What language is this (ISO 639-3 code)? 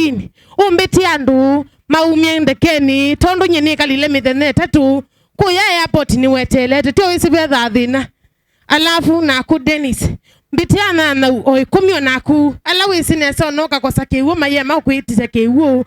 kam